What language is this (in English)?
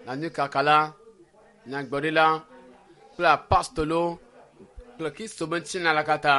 Ewe